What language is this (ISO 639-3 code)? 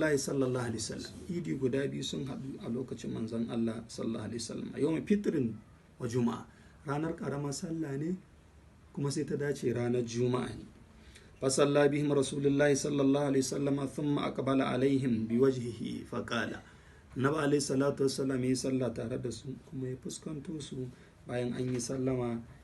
hau